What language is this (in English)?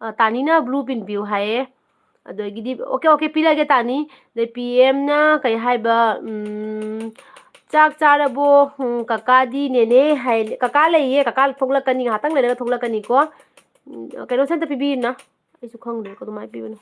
Manipuri